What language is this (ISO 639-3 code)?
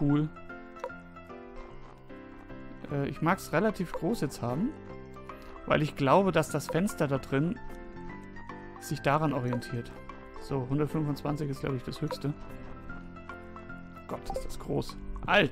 deu